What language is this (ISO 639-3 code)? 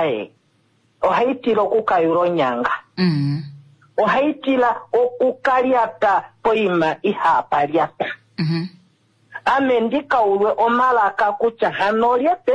kua